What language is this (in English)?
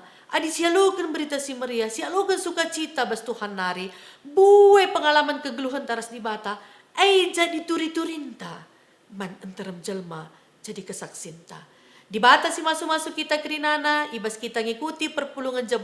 Batak Karo